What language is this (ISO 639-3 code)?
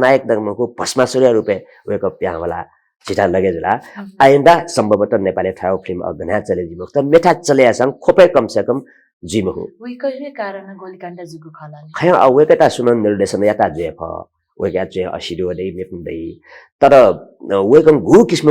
new